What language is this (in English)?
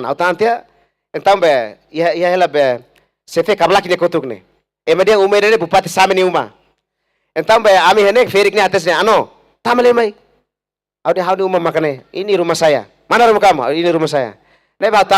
Tetum